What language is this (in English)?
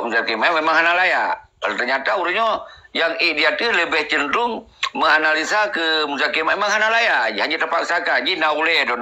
Achinese